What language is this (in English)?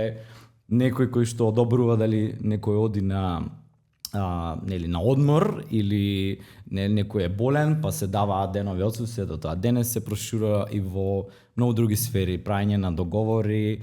Macedonian